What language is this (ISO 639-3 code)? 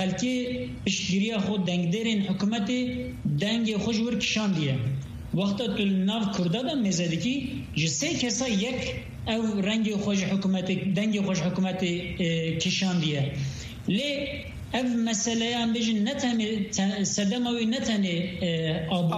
kur